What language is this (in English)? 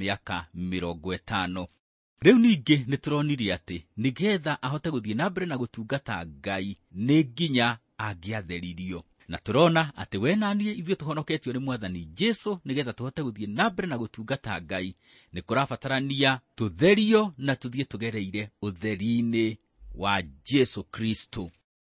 Kikuyu